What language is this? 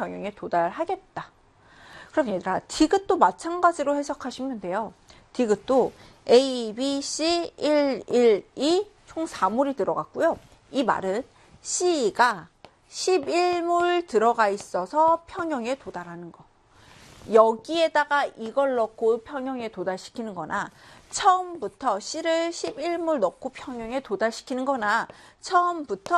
Korean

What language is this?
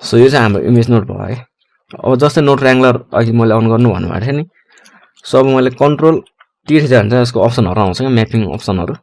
Nepali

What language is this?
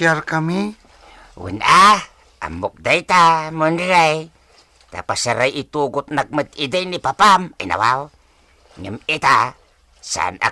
Iloko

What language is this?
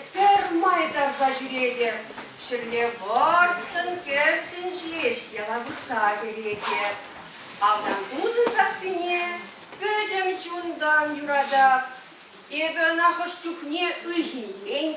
Chuvash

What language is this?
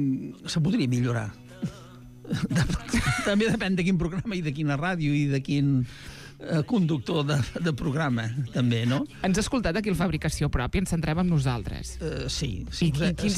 Catalan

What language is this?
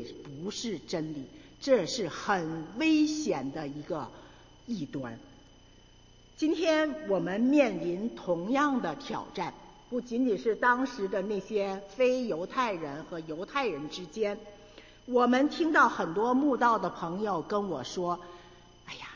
Chinese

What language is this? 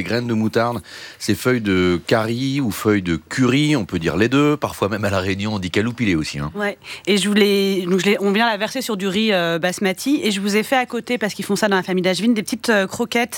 French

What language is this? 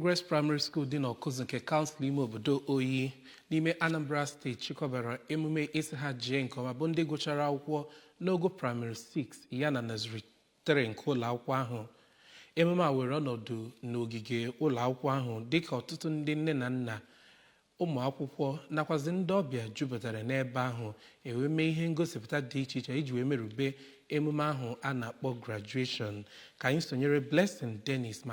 Igbo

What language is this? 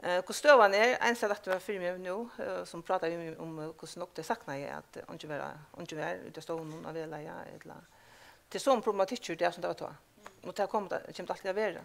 Faroese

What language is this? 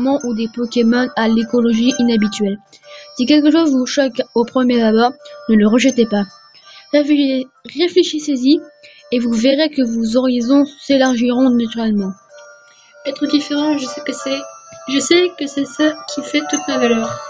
French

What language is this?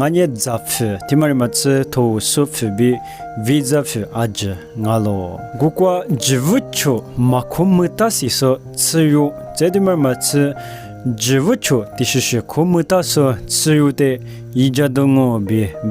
Lisu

